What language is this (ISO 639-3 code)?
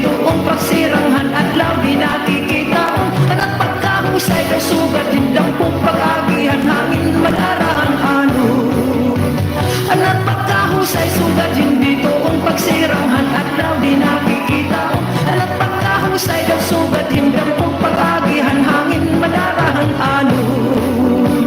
war